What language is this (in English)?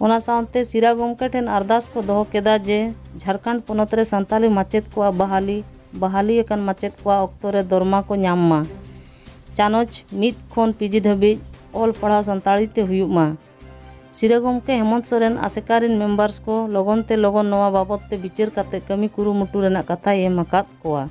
Santali